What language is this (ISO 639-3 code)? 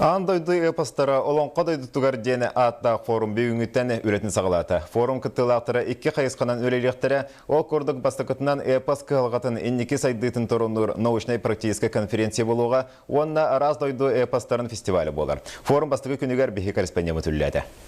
sah